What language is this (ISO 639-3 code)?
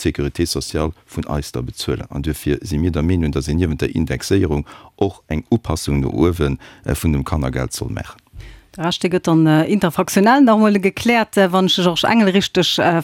ltz